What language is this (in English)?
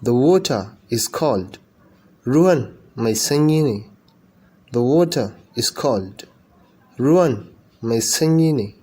Hausa